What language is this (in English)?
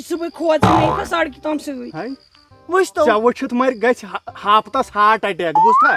Kashmiri